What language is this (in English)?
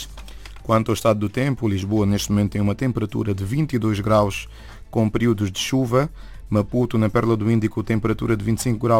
Portuguese